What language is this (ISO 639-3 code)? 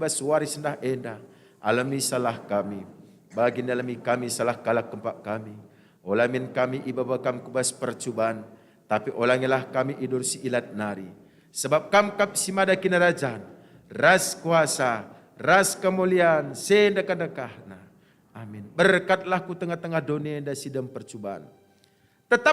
btx